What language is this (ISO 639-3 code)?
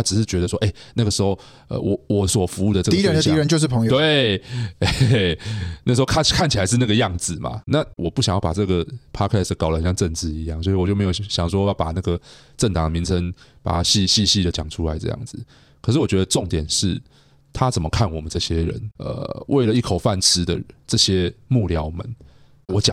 zho